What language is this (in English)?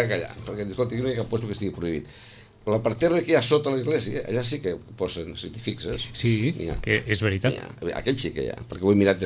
Catalan